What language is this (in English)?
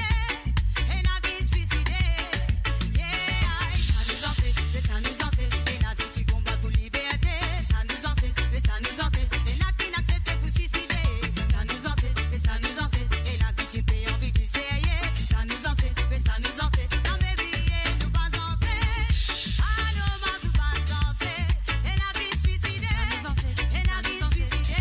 Morisyen